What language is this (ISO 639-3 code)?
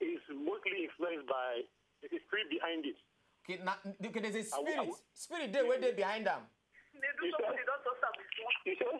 pcm